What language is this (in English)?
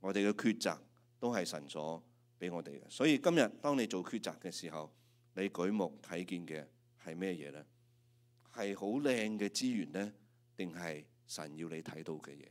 Cantonese